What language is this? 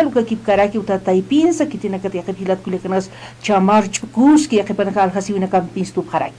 Aymara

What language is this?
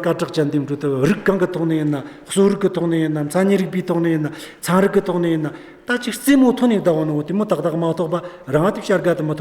Amdo Tibetan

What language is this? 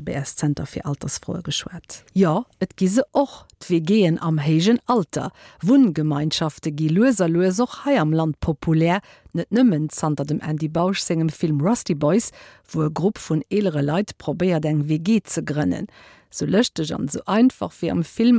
Luxembourgish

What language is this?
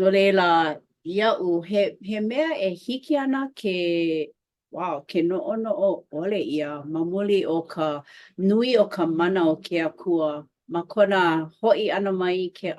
Hawaiian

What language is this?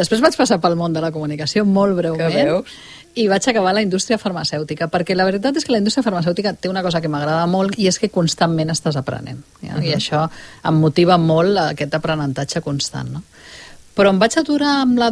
Catalan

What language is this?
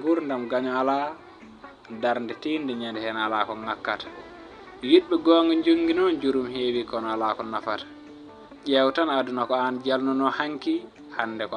Fula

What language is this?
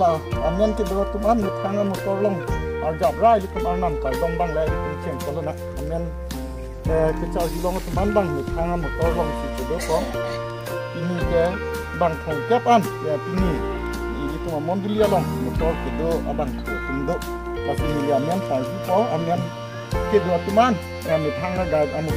Karbi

